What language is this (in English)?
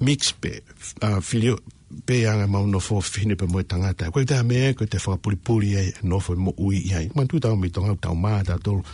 Tongan